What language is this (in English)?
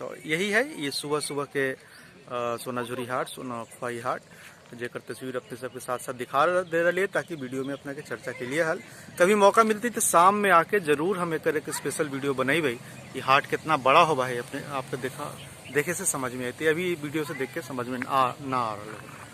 Magahi